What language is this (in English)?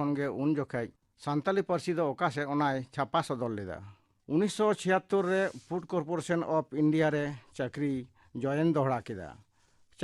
Santali